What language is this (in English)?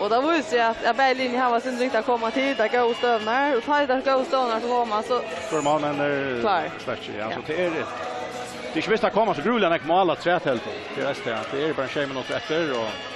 Faroese